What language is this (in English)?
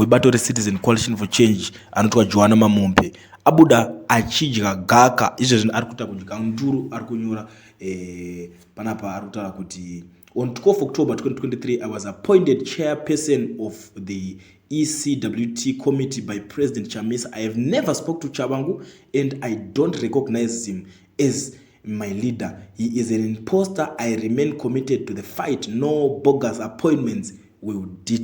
Shona